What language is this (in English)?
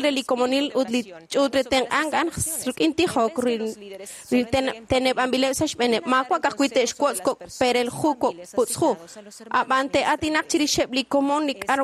Kekchí